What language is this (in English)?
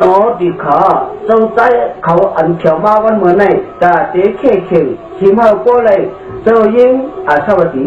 Shan